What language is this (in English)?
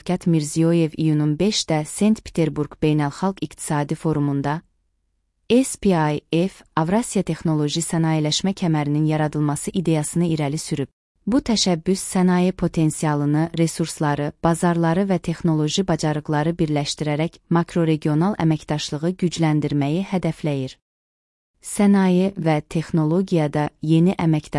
Azerbaijani